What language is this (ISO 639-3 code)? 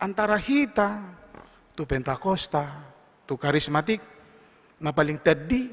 bbc